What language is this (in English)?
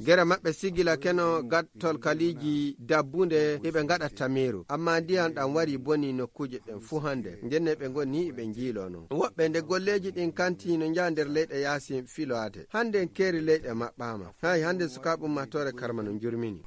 Nigerian Fulfulde